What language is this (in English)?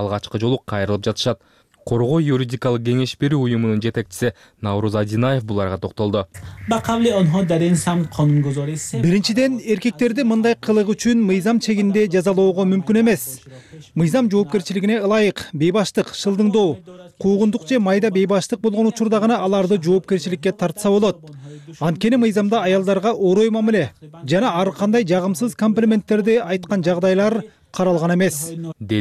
Kyrgyz